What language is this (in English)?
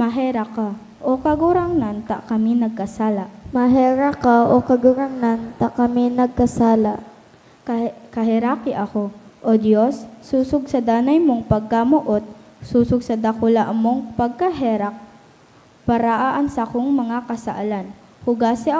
Bikol